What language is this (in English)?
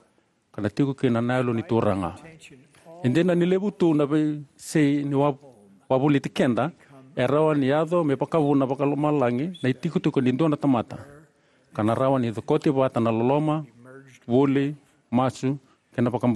Fijian